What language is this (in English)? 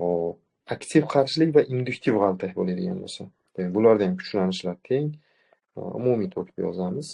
Uzbek